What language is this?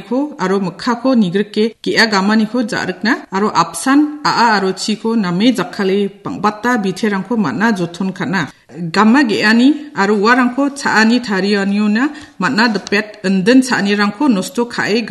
Garo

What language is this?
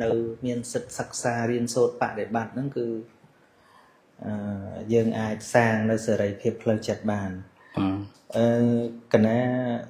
Khmer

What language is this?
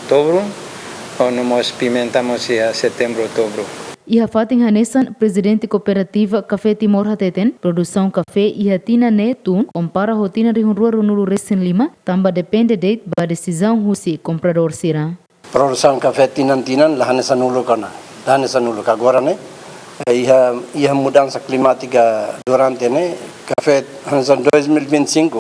Tetum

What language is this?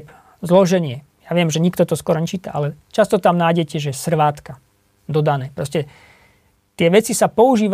Slovak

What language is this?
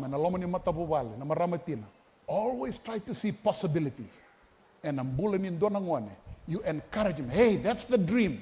Fijian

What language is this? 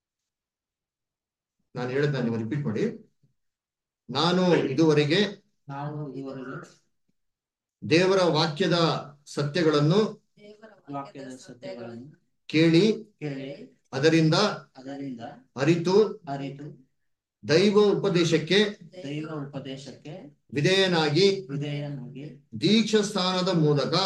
Kannada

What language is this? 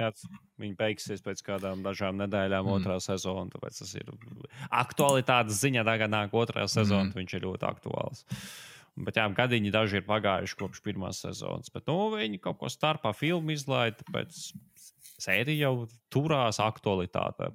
Latvian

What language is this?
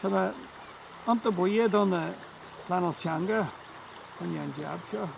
Irish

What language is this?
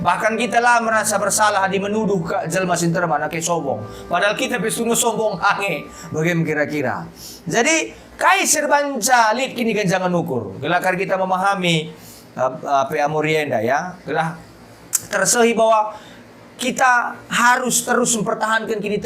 Batak Karo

